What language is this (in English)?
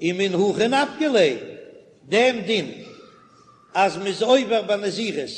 Yiddish